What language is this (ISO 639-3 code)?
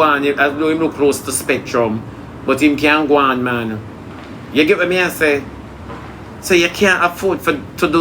jam